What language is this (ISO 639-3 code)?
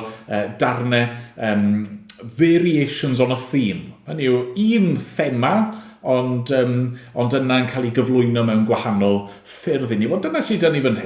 cym